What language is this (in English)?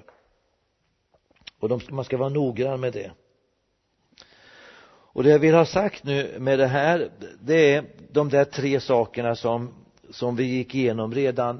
Swedish